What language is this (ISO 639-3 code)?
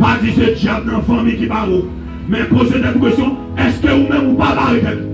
hat